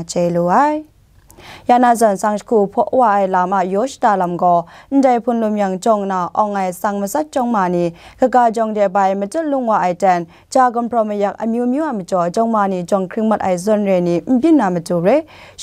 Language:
Kachin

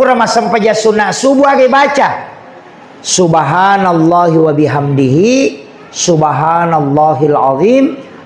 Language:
Buginese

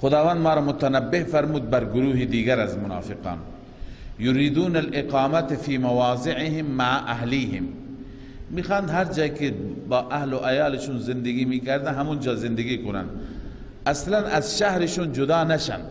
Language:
Persian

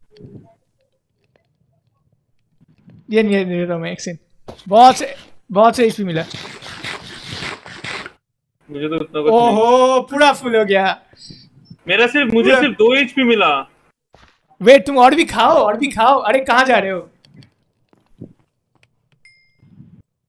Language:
Hindi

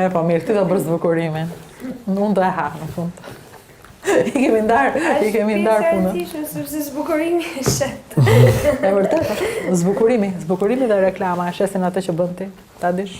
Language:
Albanian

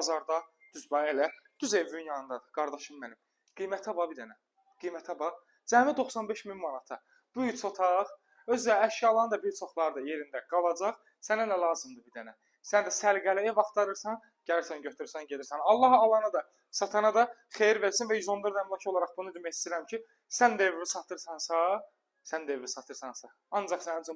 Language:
Azerbaijani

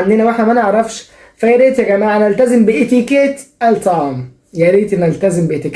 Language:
Egyptian Arabic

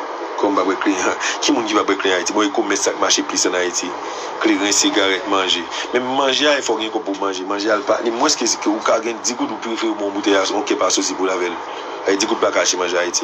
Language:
Haitian Creole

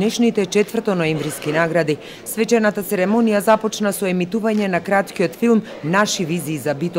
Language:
Macedonian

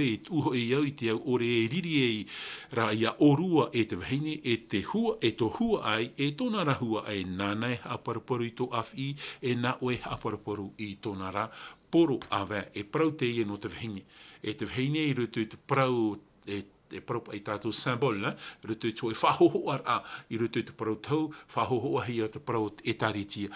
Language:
Tahitian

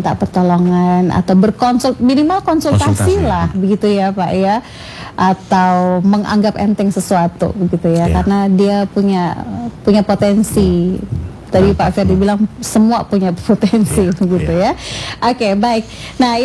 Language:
Indonesian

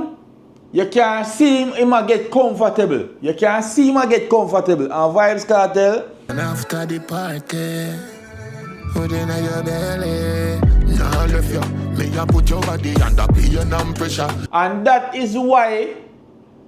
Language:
Jamaican Creole English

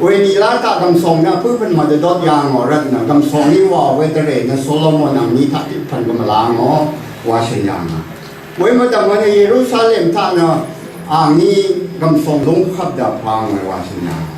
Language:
Rawang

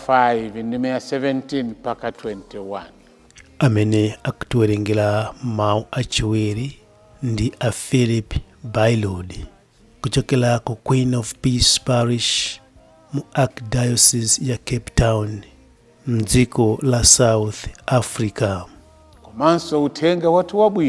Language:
Nyanja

